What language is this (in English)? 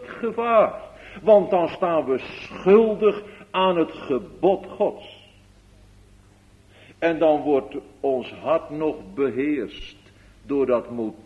Dutch